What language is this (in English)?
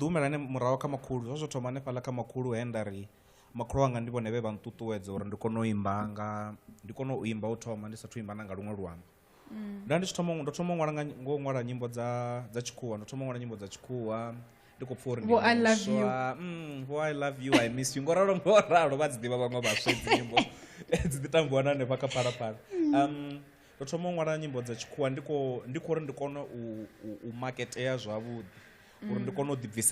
Venda